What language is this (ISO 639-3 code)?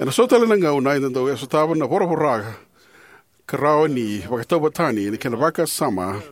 fij